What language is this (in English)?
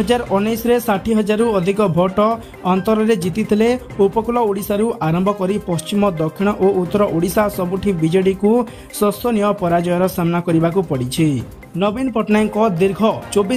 Odia